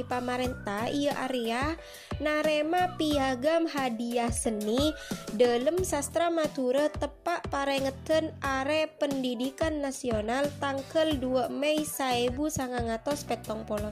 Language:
Madurese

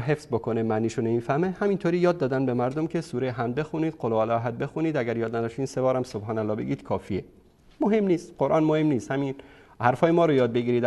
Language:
Persian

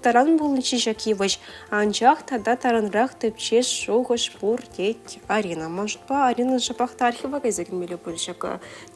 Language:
Chuvash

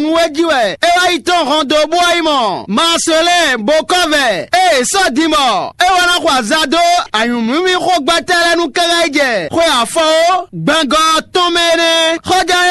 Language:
Fon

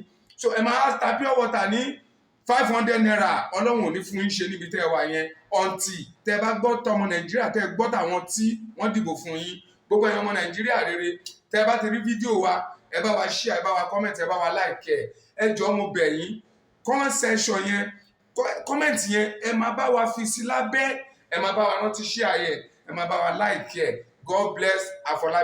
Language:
Yoruba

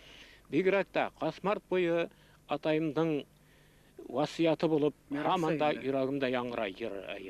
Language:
Bashkir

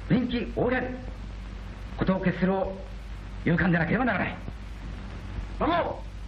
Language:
Japanese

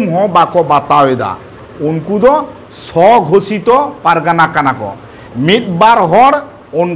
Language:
Santali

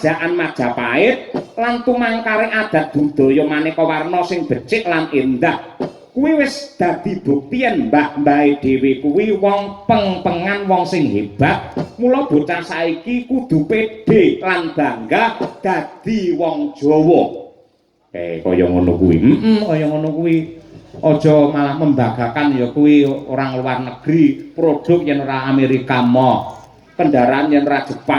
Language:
Javanese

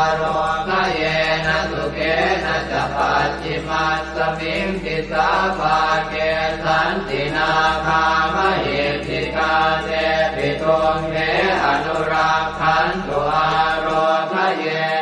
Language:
Pali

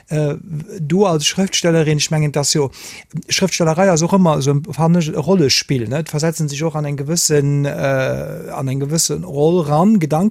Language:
Luxembourgish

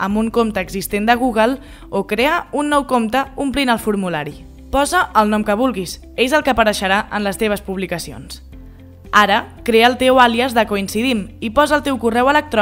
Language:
Catalan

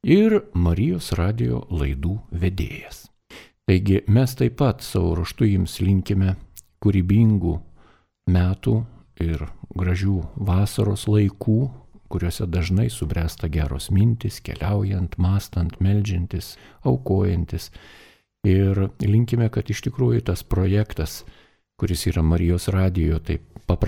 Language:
Lithuanian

